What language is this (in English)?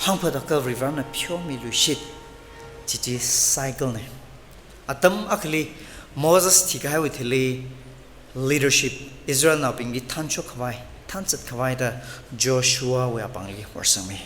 Tangkhul Naga (India)